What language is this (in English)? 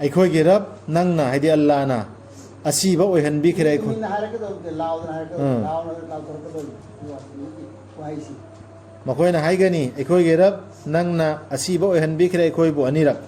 Manipuri